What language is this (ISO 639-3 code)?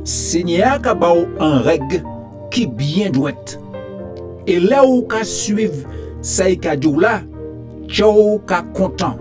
gcf